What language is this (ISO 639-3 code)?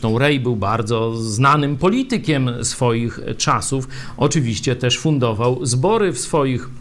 pol